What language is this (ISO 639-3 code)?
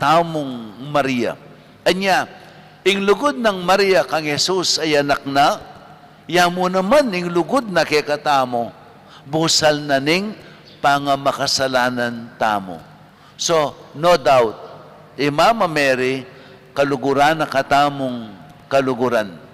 pam